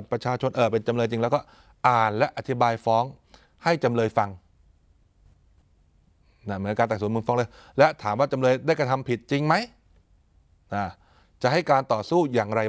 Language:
Thai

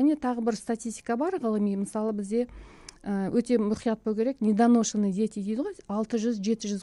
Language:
Kazakh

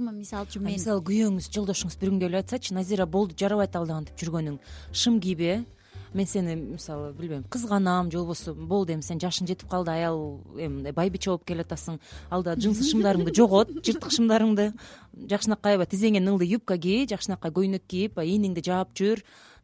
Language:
Kyrgyz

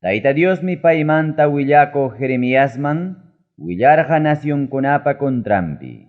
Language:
Ayacucho Quechua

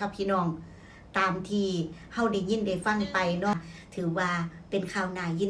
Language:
Northeastern Thai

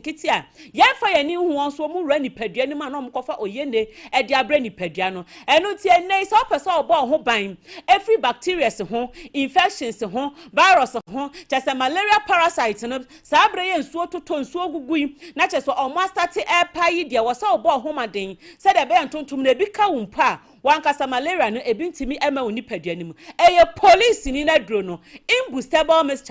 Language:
Akan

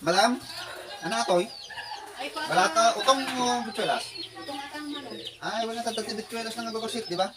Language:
Iloko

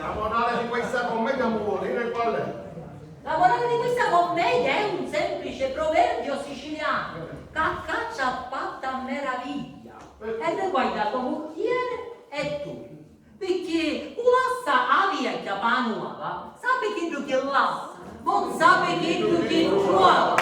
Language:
Sicilian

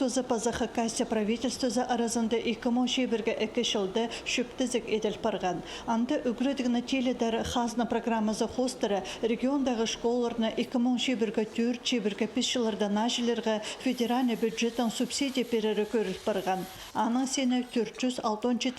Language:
Khakas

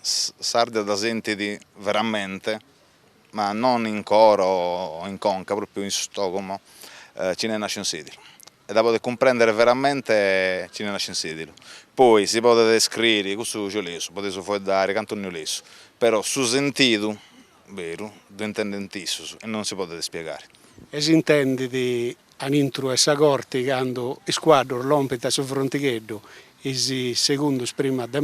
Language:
Sardinian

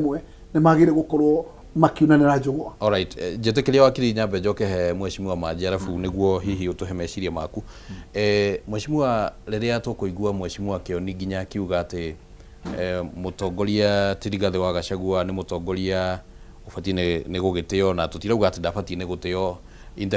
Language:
Kikuyu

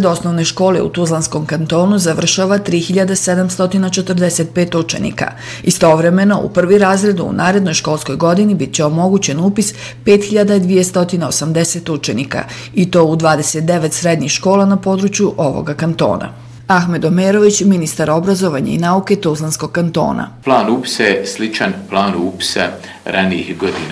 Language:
Bosnian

